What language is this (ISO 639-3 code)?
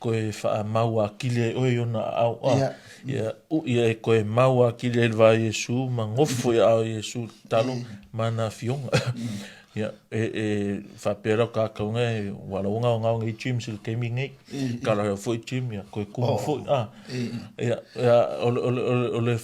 smo